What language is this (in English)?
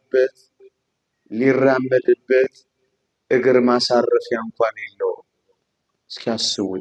Amharic